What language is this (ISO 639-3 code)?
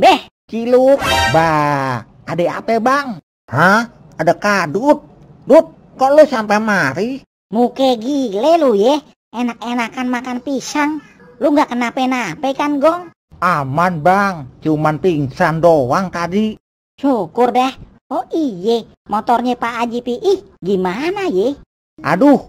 bew